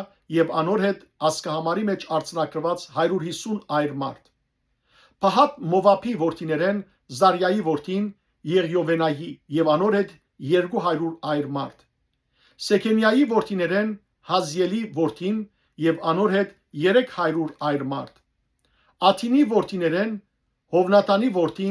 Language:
Western Armenian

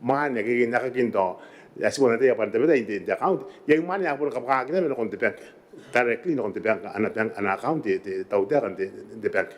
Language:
Gilbertese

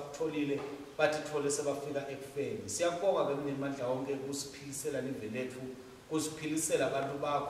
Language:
Swati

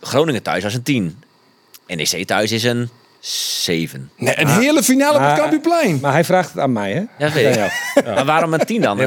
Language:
Western Frisian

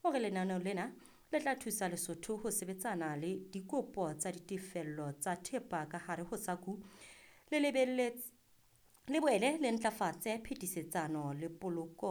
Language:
Southern Sotho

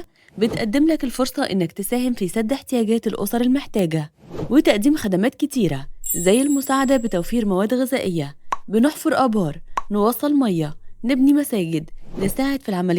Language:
Egyptian Arabic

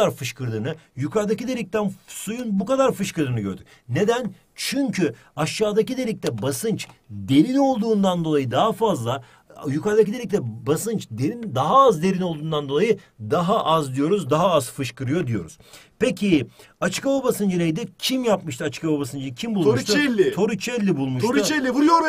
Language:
Turkish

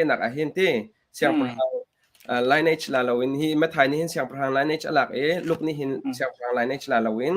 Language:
Hakha Chin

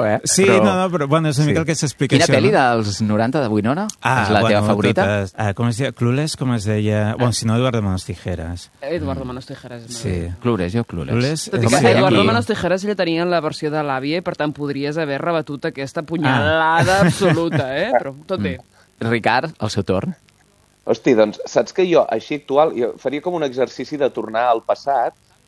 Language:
Catalan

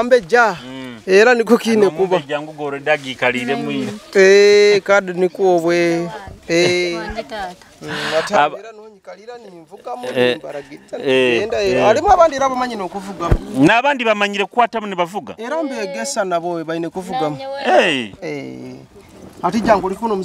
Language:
Nyoro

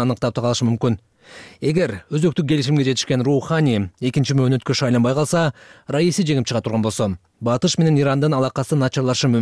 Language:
Kyrgyz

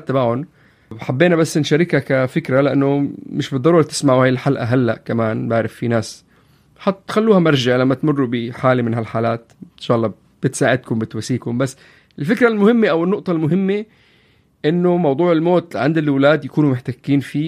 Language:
North Levantine Arabic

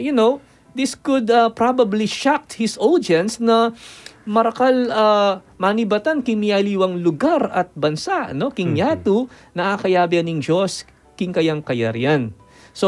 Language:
Pampanga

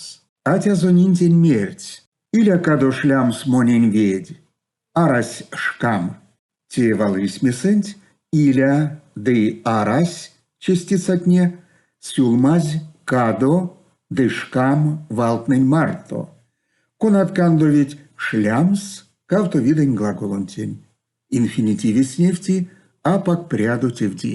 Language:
Erzya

